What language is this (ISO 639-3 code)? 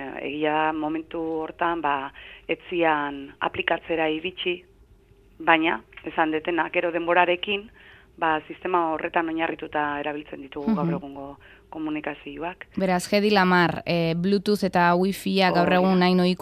eus